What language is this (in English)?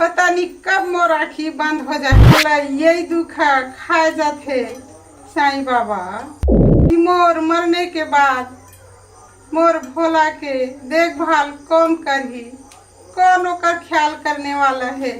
Chhattisgarhi